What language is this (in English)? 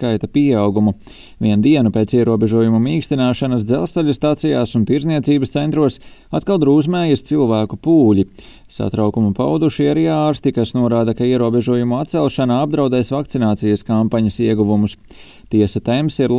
Latvian